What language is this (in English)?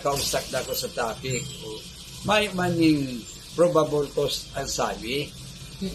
Bikol